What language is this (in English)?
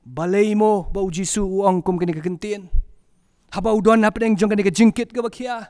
Khasi